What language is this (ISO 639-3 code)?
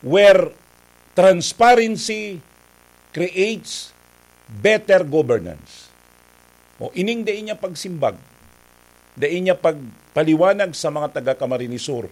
bik